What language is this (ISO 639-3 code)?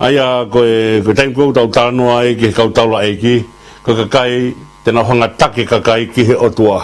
ton